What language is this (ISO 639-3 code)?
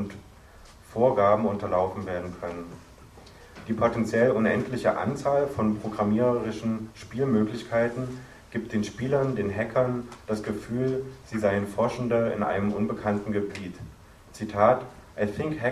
deu